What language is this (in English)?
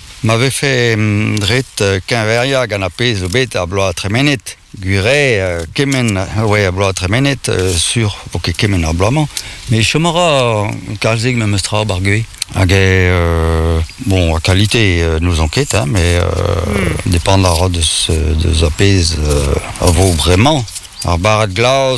Breton